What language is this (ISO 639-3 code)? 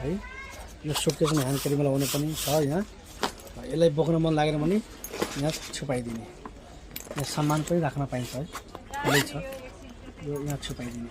nep